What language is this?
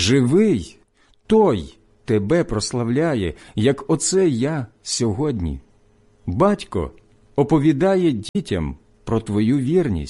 Ukrainian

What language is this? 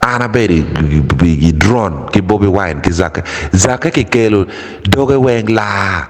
Acoli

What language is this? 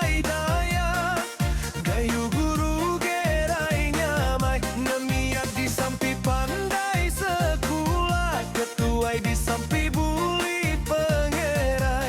Iban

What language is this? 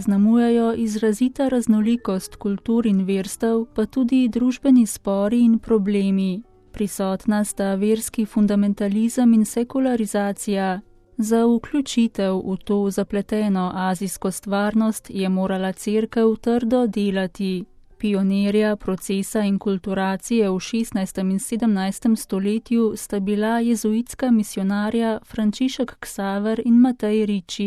Slovenian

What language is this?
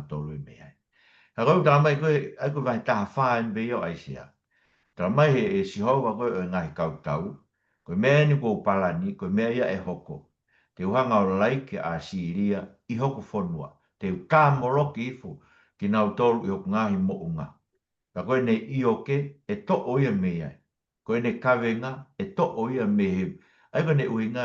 Tongan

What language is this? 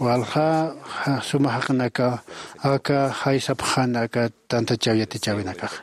Aymara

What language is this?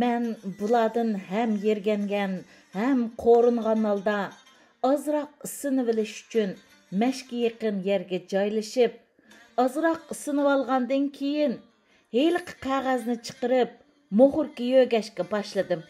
Uyghur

